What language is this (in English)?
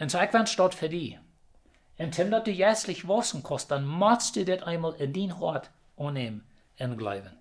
Plautdietsch